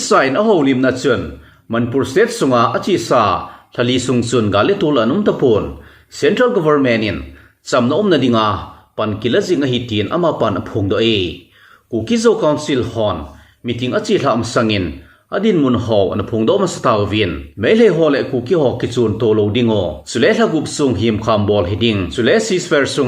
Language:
Thado Chin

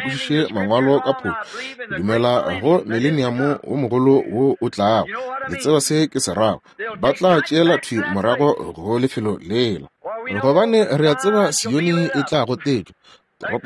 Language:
Northern Sotho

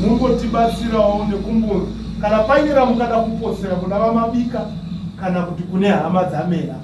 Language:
Shona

